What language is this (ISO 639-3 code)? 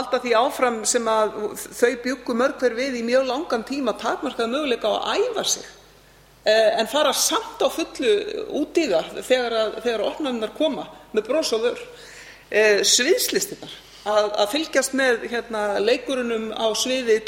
isl